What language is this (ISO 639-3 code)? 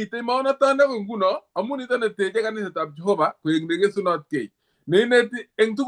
kln